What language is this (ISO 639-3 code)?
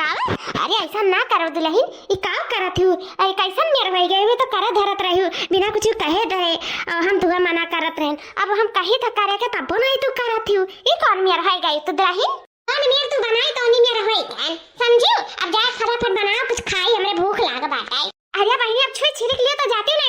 awa